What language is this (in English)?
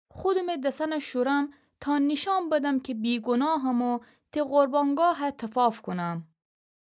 Gilaki